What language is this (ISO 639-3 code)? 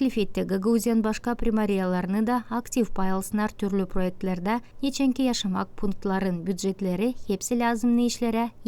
gag